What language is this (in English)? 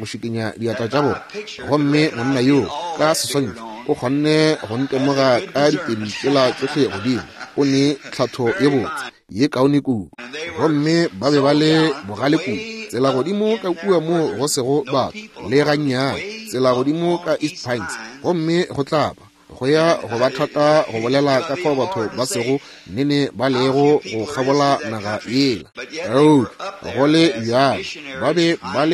Northern Sotho